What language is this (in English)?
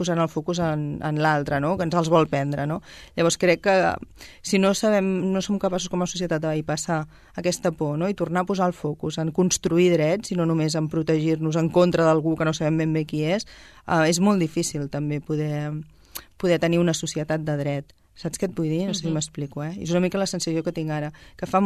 Catalan